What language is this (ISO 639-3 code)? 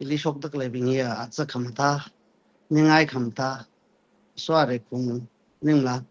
nmf